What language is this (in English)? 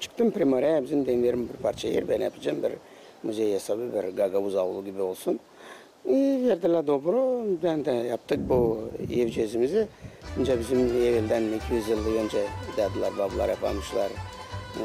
Gagauz